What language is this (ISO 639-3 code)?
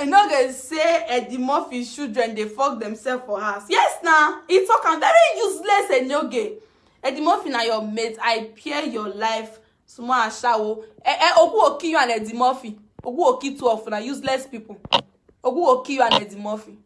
pcm